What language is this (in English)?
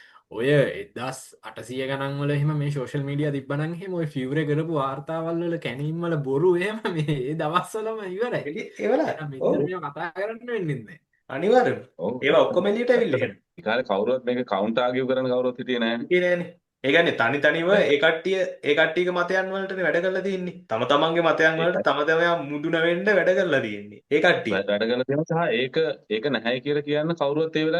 Sinhala